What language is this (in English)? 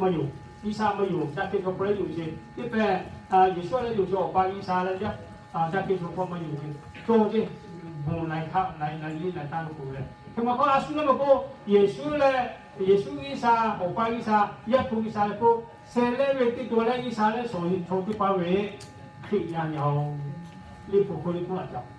Lahu